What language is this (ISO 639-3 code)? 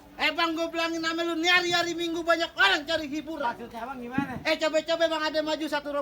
bew